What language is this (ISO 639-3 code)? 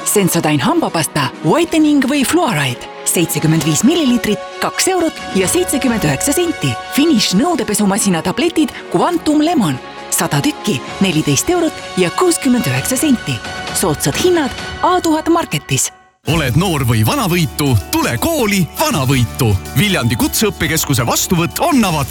est